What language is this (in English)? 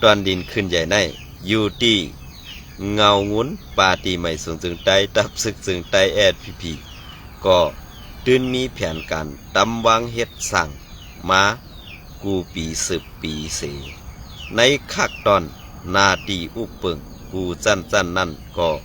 Shan